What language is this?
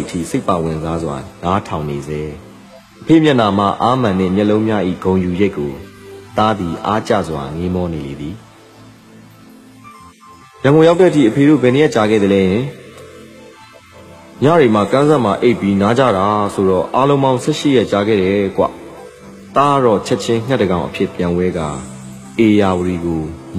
Burmese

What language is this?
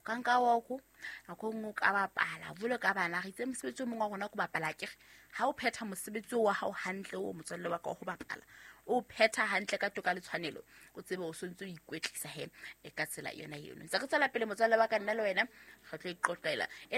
Southern Sotho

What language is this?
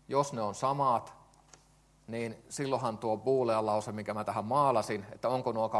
Finnish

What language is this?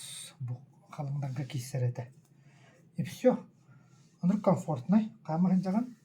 Yakut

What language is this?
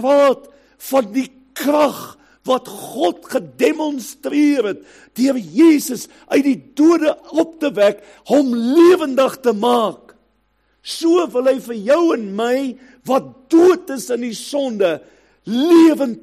Afrikaans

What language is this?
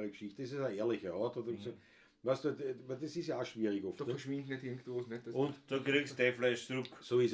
Bavarian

